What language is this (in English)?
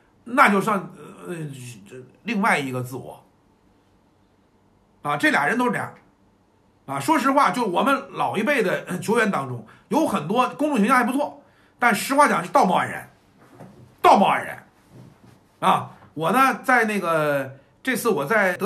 Chinese